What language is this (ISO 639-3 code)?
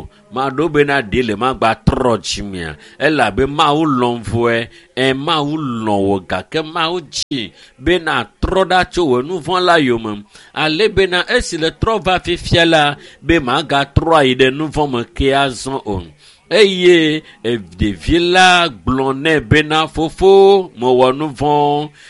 ewe